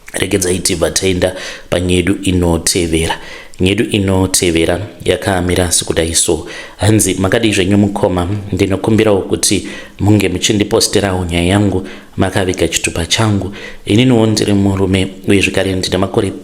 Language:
Shona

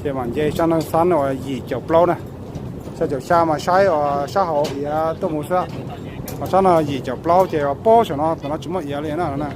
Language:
Hmong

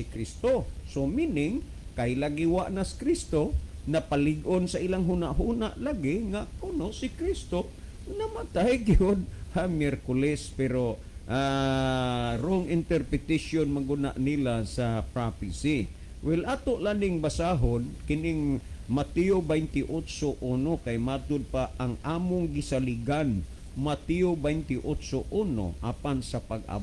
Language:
Cebuano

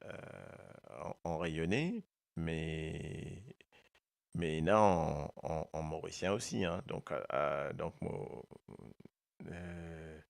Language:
Morisyen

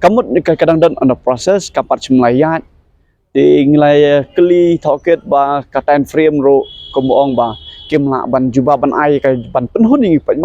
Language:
Khasi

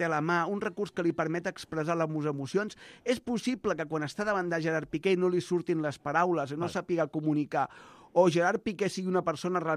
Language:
Catalan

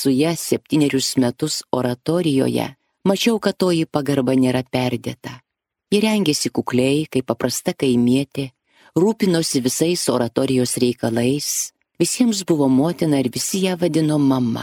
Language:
Lithuanian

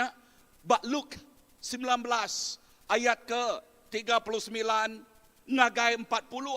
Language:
Iban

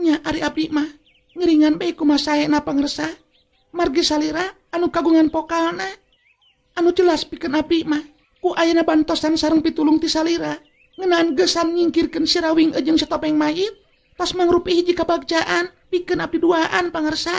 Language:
Sundanese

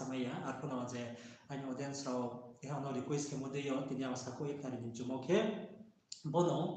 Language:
Riang (India)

